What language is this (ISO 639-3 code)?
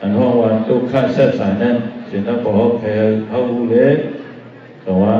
shn